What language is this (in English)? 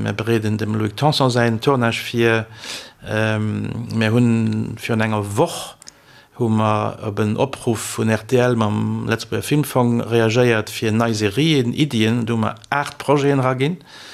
Luxembourgish